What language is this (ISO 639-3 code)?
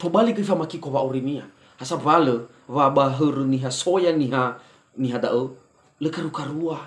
nia